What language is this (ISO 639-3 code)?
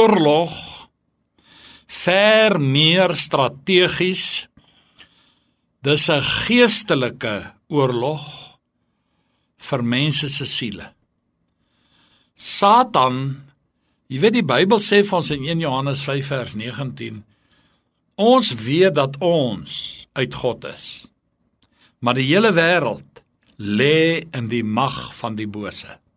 afr